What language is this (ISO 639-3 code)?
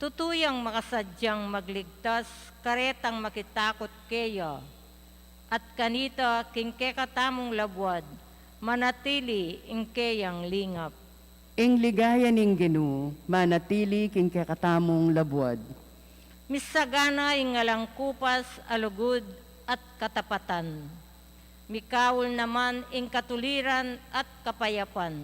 pam